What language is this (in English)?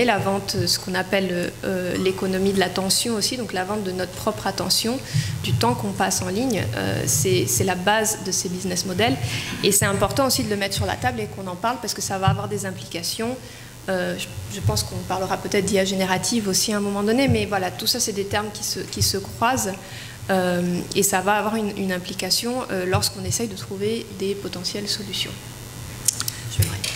French